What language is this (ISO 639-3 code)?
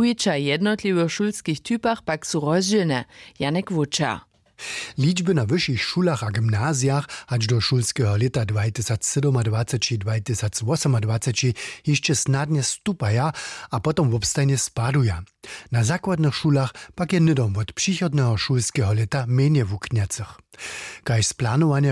hsb